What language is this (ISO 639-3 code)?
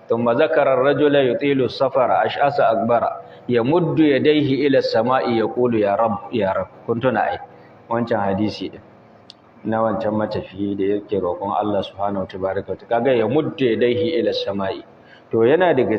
hau